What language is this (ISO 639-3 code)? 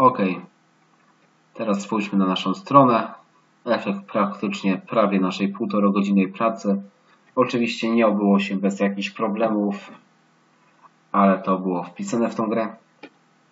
pol